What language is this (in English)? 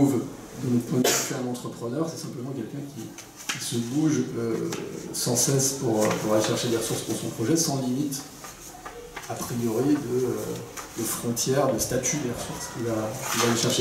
French